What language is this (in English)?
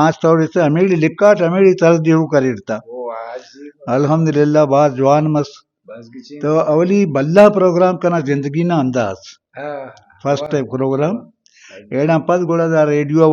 Brahui